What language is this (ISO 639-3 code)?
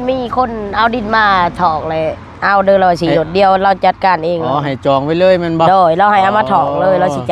tts